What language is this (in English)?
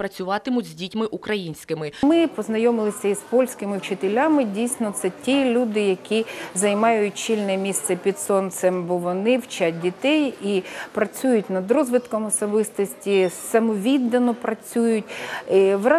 Ukrainian